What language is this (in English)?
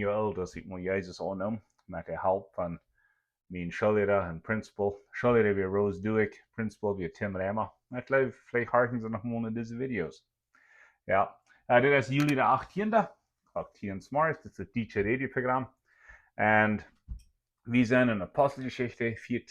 Plautdietsch